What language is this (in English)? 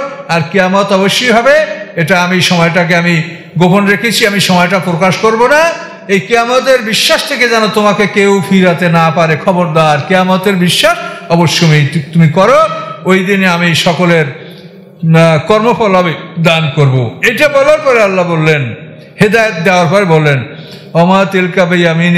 Bangla